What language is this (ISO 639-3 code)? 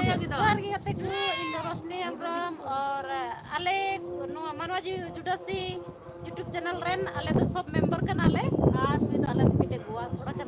sat